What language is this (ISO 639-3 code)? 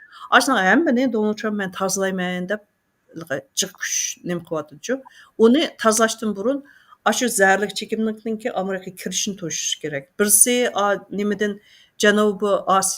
uig